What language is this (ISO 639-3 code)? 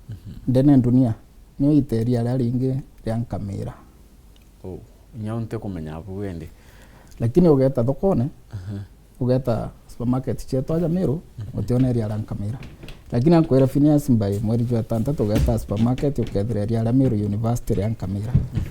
mer